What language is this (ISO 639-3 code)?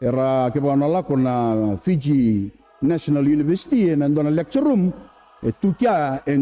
fij